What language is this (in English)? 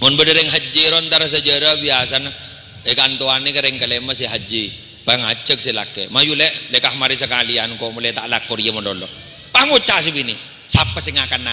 Madurese